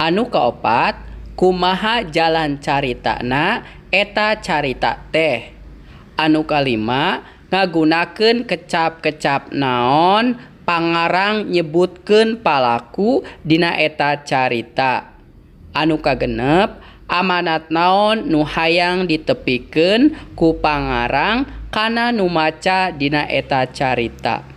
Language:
Sundanese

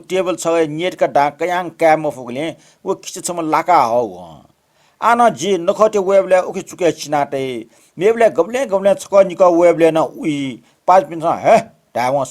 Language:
Newari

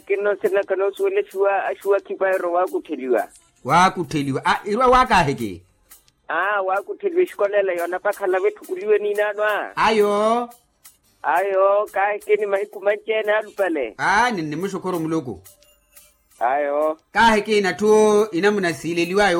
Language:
Makhuwa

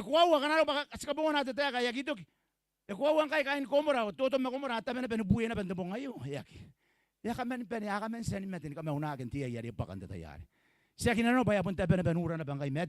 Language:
Gilbertese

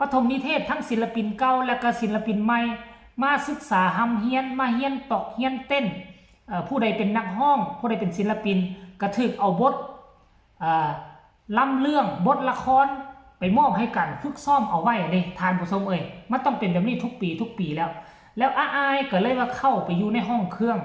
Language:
Northeastern Thai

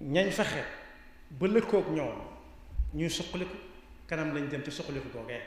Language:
Wolof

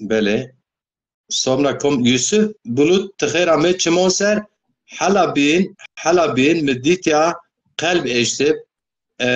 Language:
Zaza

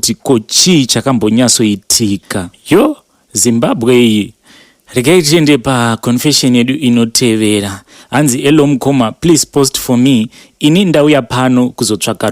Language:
Shona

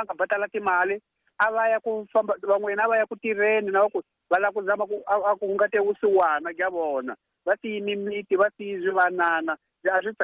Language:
Tsonga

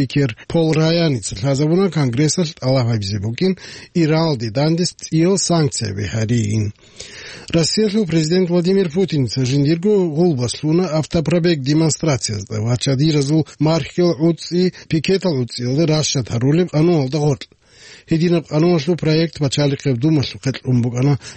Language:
Avaric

